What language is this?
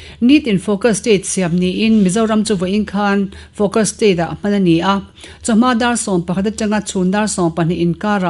Mizo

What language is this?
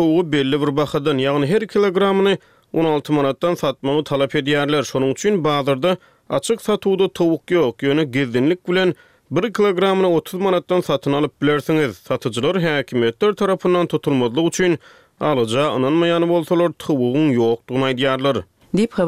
Turkmen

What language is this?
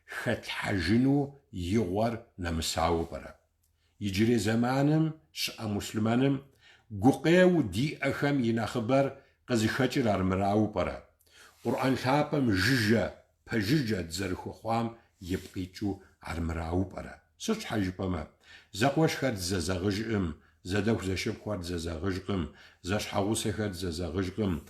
Kabardian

